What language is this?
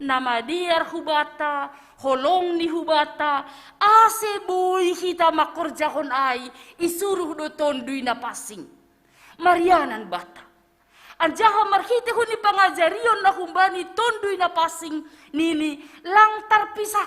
Batak Simalungun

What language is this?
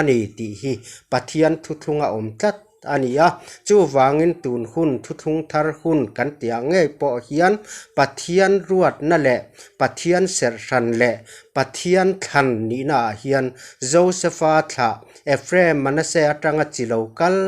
Mizo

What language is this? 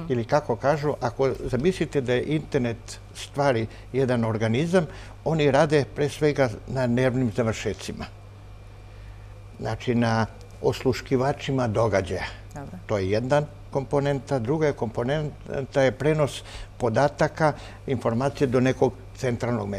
Serbian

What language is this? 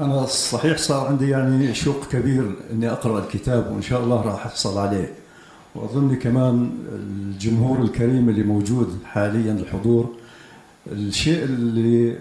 North Levantine Arabic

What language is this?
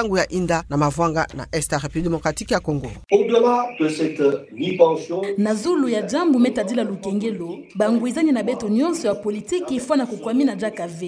Kituba (Democratic Republic of Congo)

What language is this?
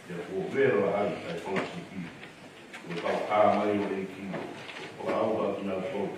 Tongan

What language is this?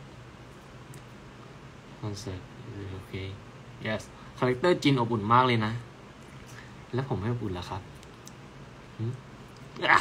Thai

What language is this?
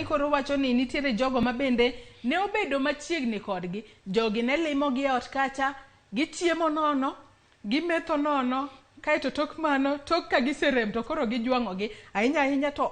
Luo (Kenya and Tanzania)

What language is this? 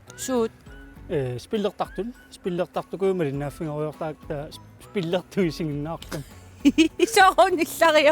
Kalaallisut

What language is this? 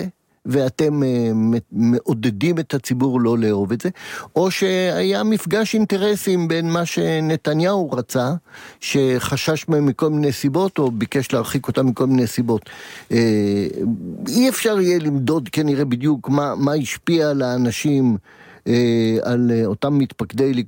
Hebrew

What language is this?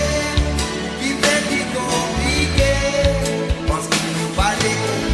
Morisyen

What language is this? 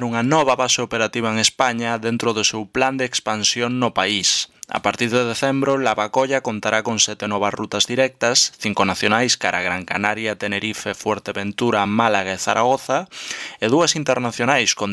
Galician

